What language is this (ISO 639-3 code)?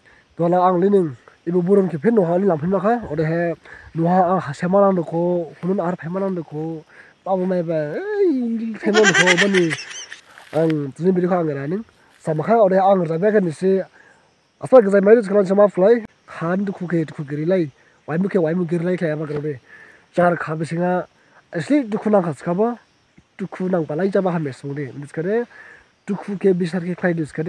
dis